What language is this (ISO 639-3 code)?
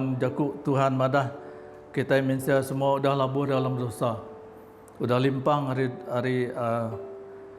iba